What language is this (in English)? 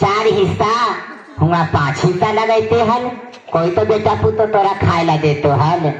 Magahi